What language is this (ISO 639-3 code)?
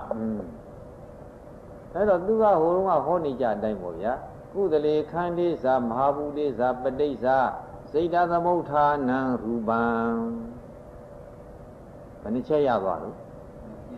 mya